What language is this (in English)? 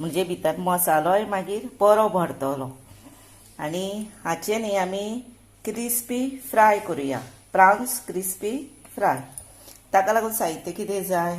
Konkani